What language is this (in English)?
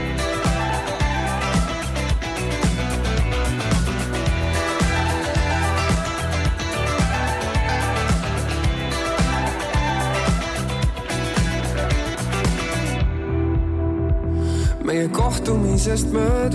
Estonian